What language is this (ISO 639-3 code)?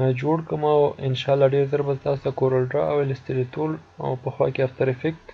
pus